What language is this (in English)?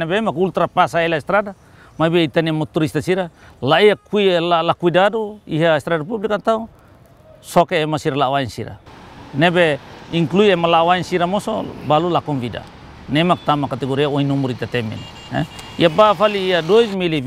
Tetum